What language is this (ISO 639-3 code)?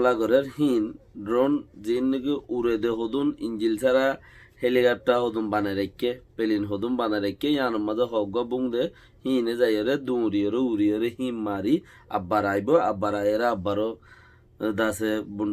rhg